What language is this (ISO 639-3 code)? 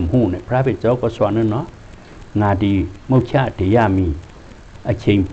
shn